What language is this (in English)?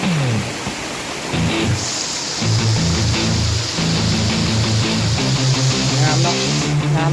Lao